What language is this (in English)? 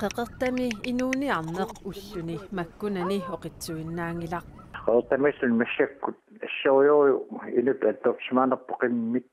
Kalaallisut